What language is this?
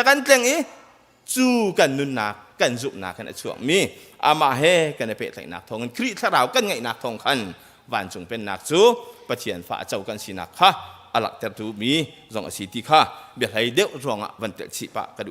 Hakha Chin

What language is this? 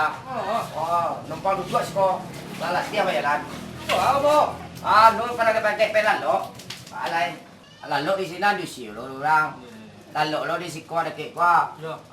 Minangkabau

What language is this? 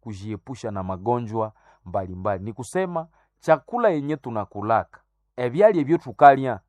Nande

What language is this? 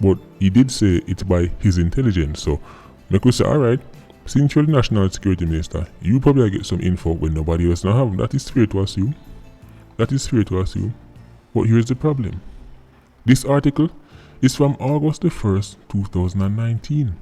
Jamaican Creole English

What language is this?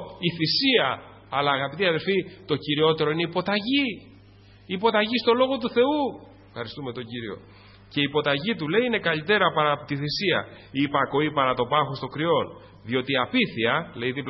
Greek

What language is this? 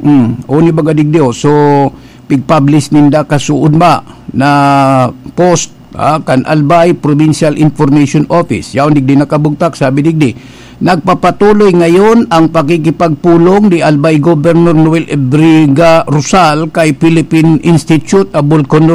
Bikol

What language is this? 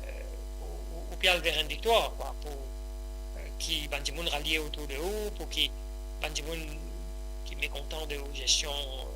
Morisyen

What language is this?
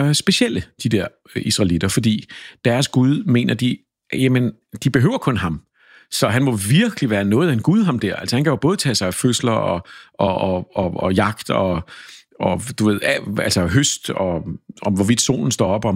Danish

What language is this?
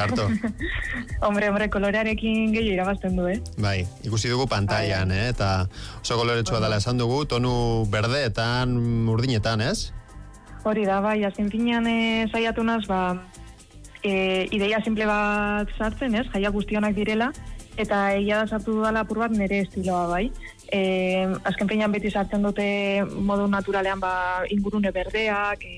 Basque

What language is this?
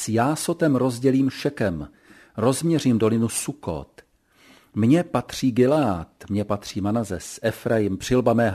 Czech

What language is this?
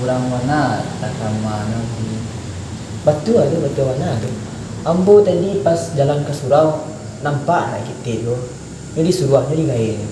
Minangkabau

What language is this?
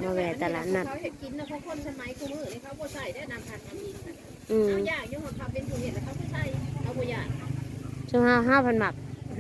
Northeastern Thai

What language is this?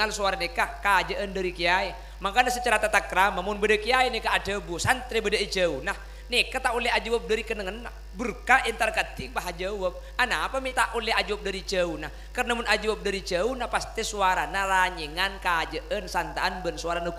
Madurese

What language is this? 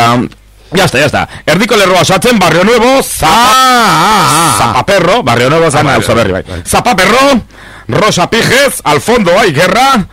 Basque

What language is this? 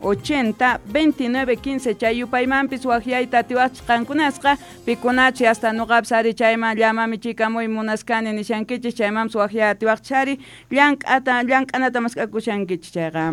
South Bolivian Quechua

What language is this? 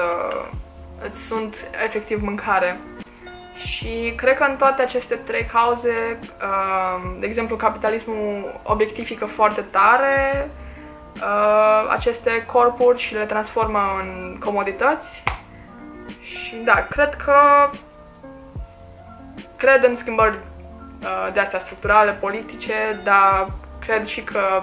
Romanian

